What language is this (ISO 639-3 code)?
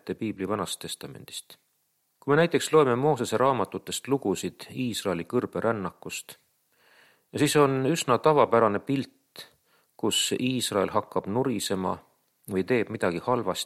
est